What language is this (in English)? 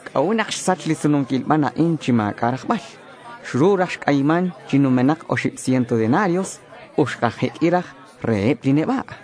Kekchí